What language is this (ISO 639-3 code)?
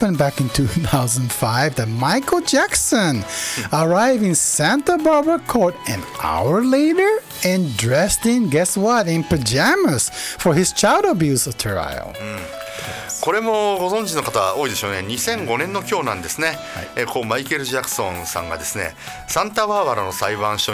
jpn